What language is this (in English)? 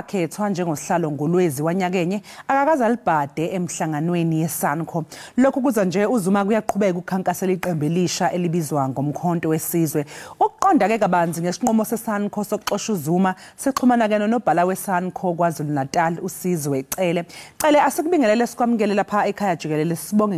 Zulu